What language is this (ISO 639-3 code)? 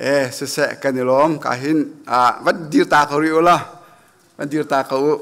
cnh